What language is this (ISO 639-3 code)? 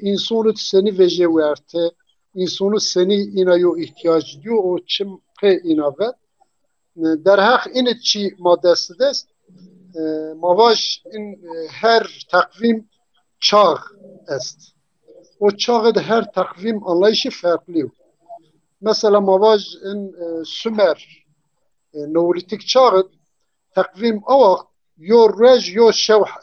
zza